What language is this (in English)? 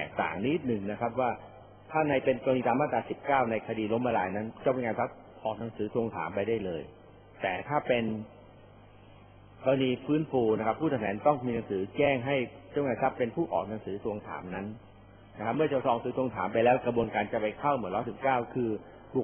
Thai